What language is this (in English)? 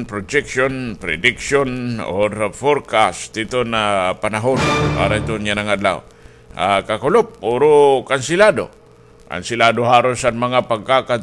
Waray